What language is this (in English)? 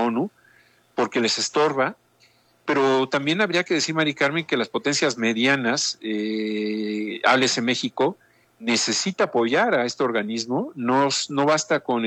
Spanish